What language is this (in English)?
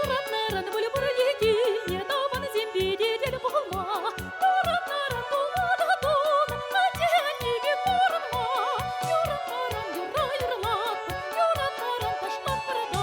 Chuvash